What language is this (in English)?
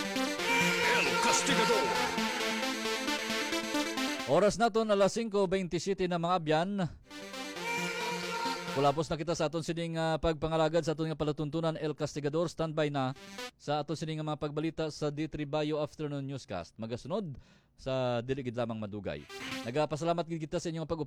Hiligaynon